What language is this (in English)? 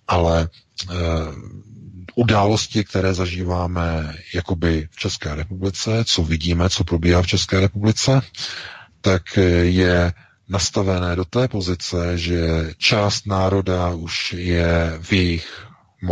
Czech